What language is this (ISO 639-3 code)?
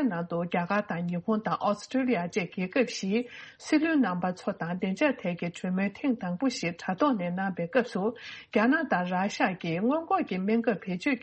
bod